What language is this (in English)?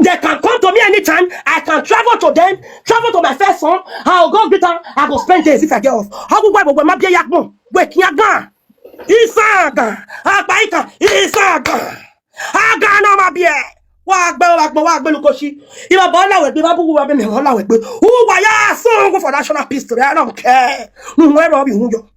Nigerian Pidgin